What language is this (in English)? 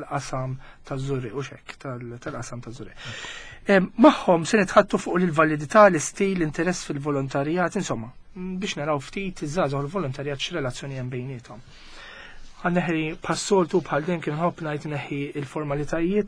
Maltese